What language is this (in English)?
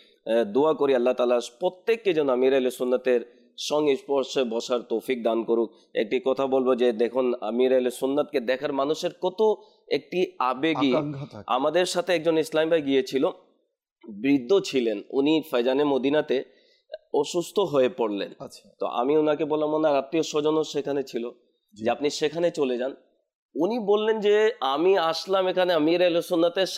Bangla